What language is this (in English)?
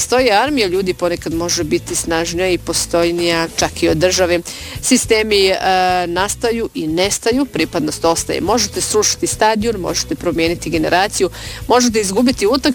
Bosnian